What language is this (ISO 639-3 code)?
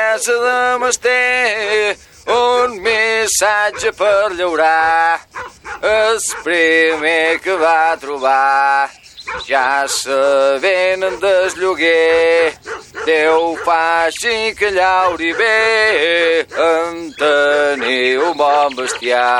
cat